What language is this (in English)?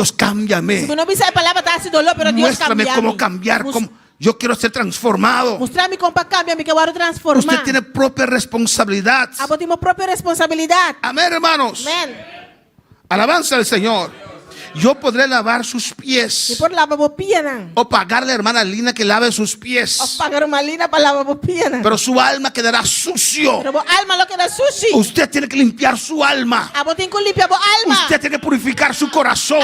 Papiamento